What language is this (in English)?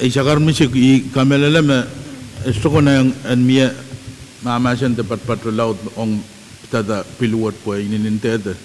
Pohnpeian